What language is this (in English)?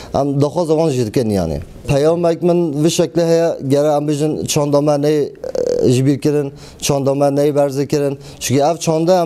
Kurdish